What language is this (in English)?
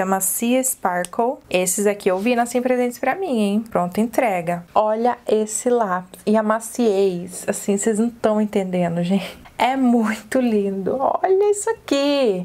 Portuguese